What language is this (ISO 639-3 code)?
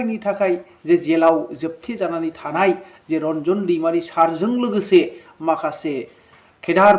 brx